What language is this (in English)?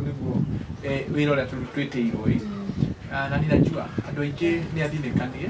Kikuyu